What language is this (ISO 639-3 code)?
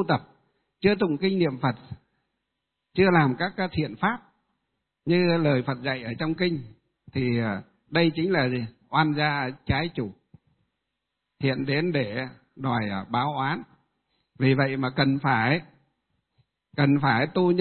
vie